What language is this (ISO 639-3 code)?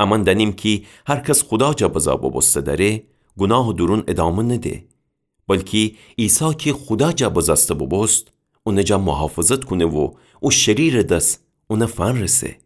glk